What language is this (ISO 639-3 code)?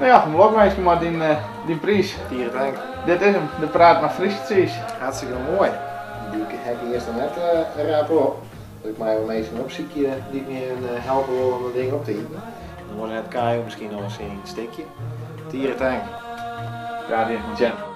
fry